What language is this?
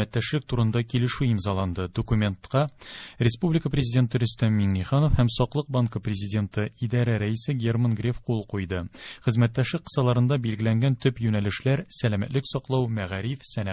Tatar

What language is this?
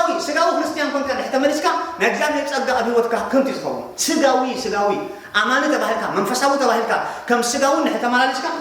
Tigrinya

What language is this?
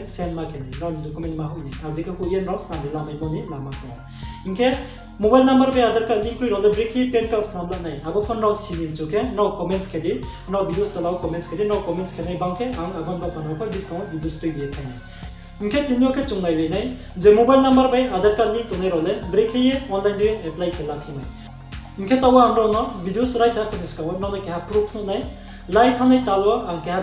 Riang (India)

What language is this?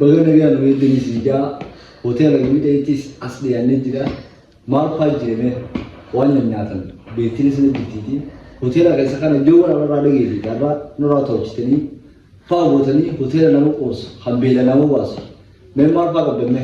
Oromo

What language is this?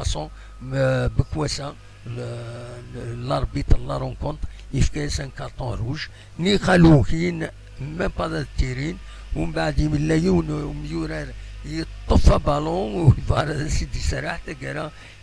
Kabyle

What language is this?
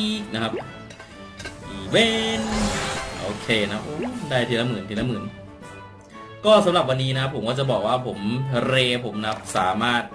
Thai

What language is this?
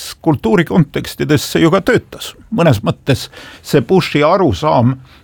Estonian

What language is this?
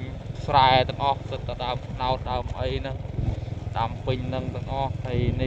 Khmer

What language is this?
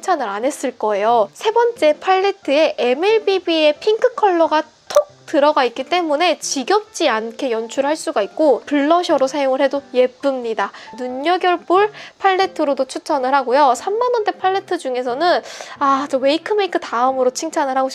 Korean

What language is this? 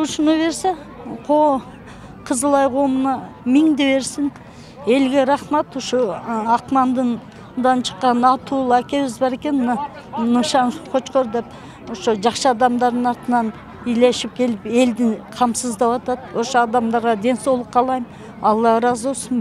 Kyrgyz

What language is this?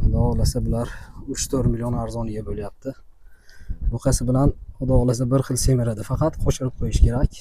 Uzbek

